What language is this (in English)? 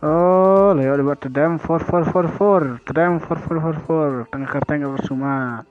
Khasi